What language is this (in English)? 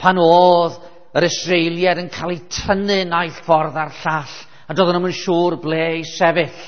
Welsh